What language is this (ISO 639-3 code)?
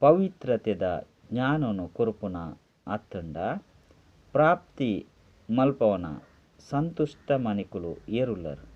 tcy